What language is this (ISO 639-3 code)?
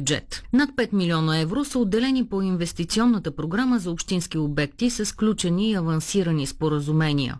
bul